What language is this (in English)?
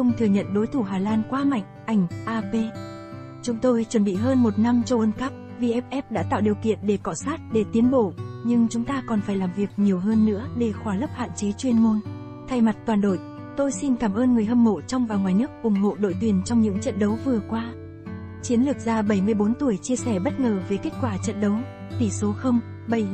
Vietnamese